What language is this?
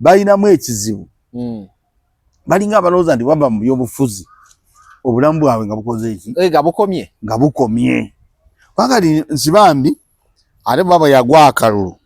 Ganda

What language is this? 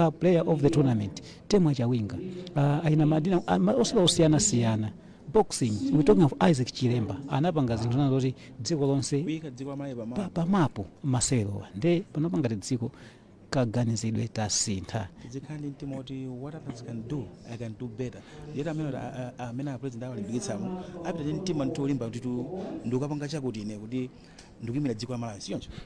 Nyanja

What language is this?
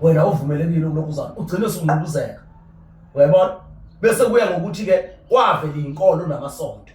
Zulu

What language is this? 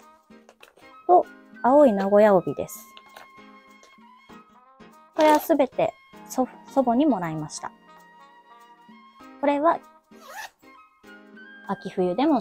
Japanese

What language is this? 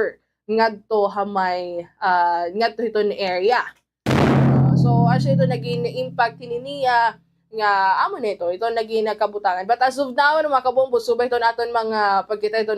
Waray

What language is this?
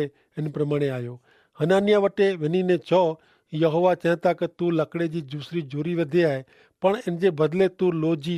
Kachhi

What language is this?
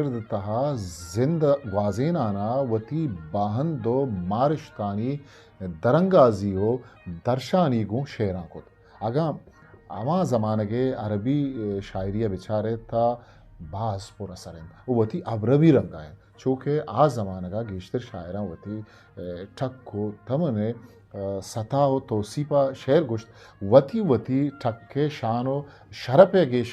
Eastern Balochi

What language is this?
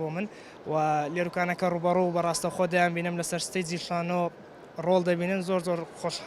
Central Kurdish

